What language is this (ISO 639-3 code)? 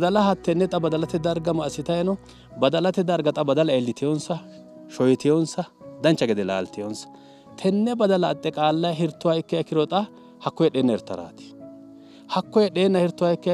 sid